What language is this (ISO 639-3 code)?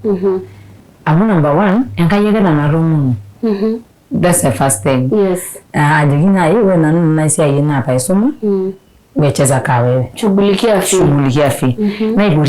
mas